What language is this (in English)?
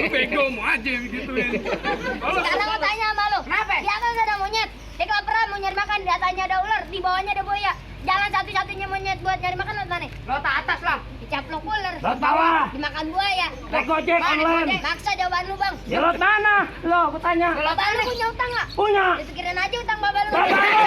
Betawi